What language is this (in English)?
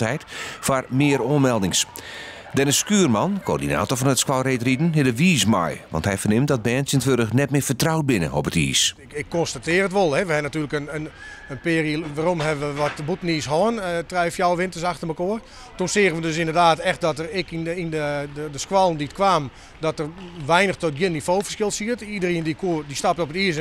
Western Frisian